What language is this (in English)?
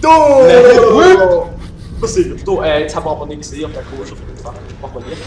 Swiss German